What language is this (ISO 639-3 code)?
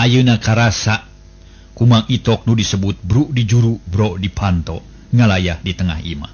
sun